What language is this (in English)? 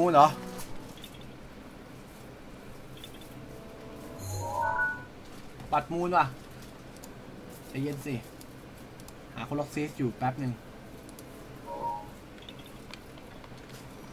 Thai